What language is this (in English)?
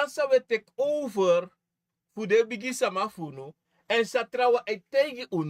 Sranan Tongo